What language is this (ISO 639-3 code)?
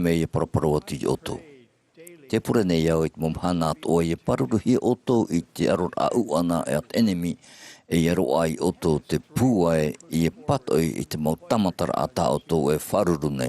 tah